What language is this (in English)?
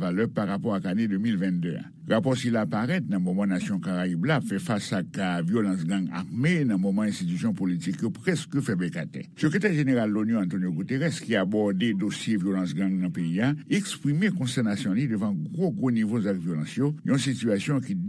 Haitian Creole